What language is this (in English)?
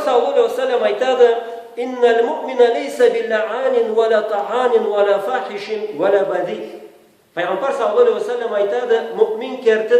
Karachay-Balkar